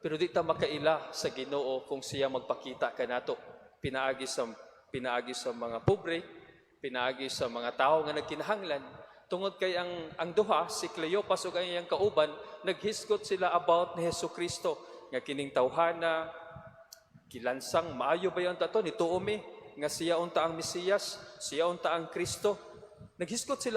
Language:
Cebuano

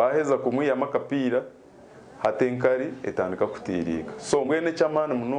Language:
Nyankole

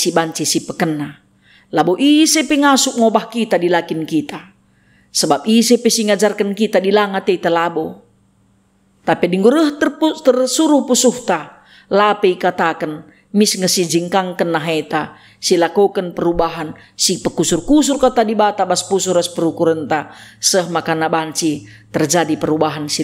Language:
Batak Karo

